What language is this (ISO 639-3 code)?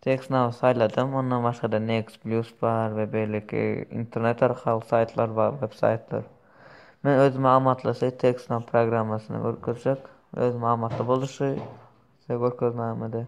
tuk